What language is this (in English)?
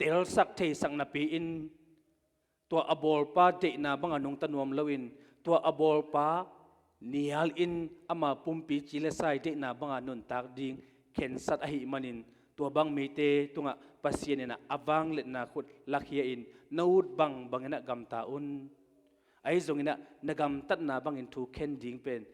Tedim Chin